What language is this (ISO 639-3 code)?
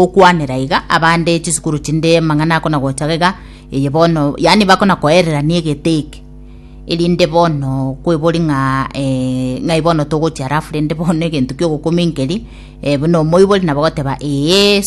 guz